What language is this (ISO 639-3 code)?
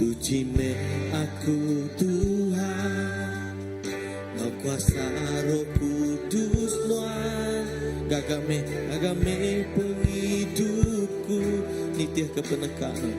iba